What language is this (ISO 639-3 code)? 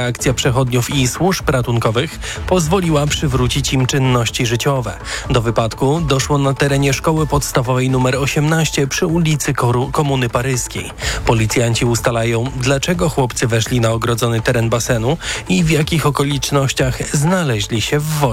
pol